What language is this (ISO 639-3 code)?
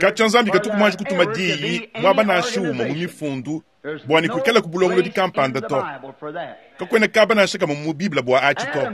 lua